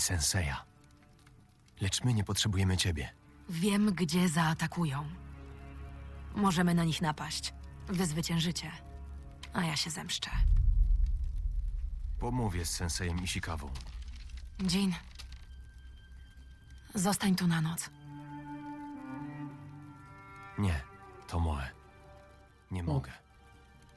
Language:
Polish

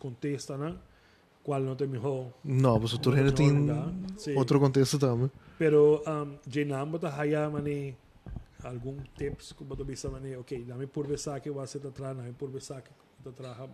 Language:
Papiamento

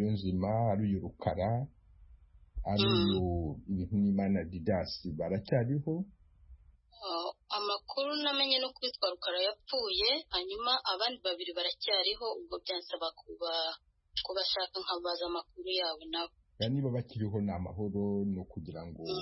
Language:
Kinyarwanda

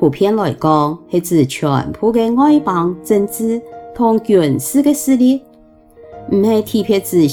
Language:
Hakka Chinese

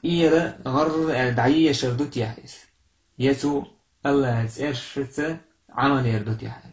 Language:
Chechen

